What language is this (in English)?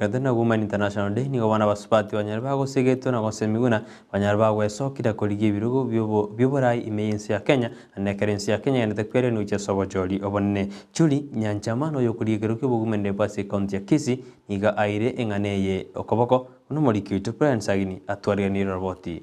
Gusii